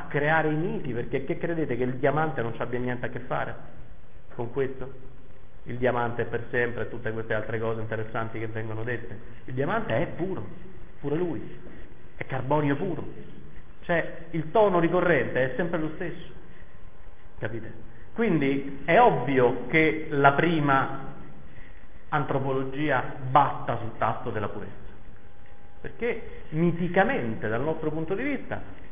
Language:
Italian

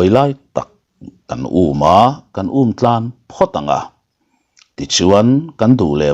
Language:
Mizo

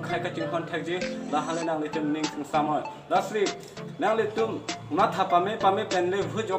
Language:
Karbi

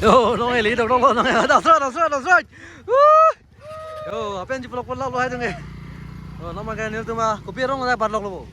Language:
Karbi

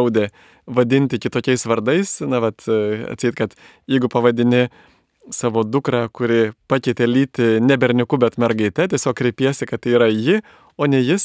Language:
Lithuanian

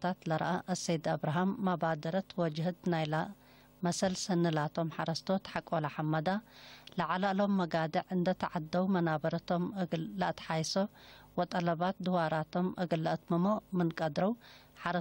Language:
Tigre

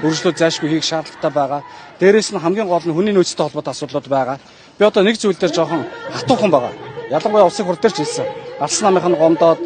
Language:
Mongolian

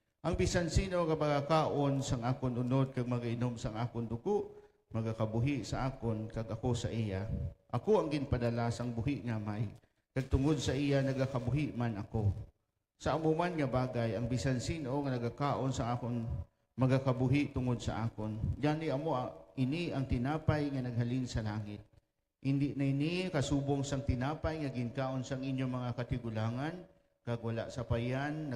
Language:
Hiligaynon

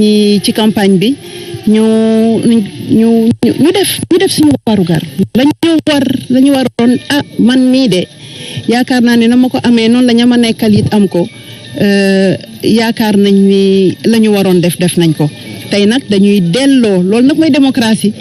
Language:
Wolof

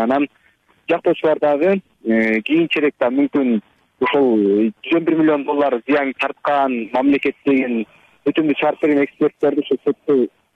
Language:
Kyrgyz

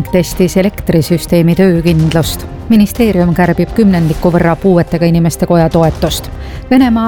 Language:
Estonian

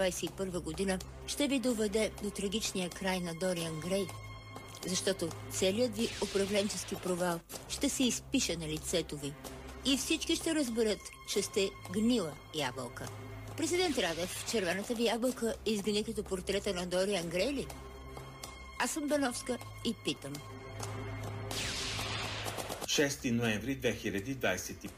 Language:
Bulgarian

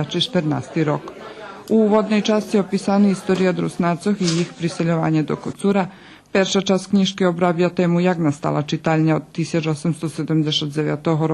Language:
Rusyn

